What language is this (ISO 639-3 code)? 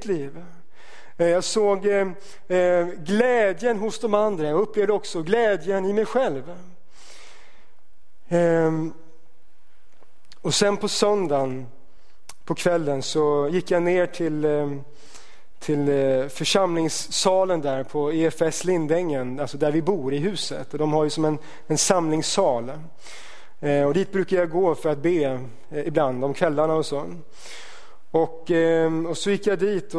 swe